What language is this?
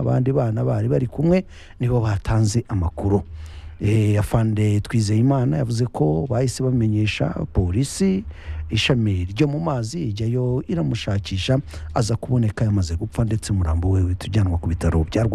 Kinyarwanda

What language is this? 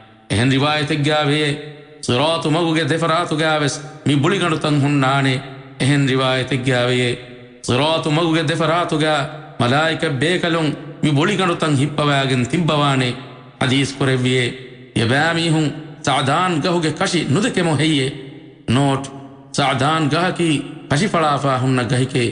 Divehi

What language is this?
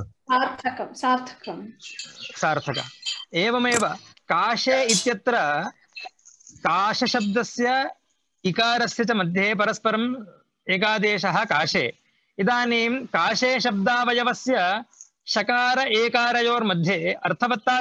Sanskrit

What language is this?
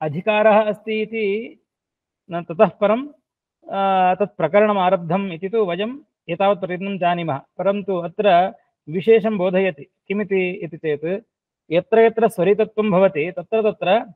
Sanskrit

